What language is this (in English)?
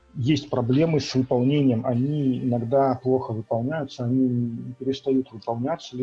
Russian